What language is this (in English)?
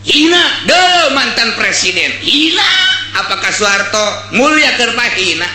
Sundanese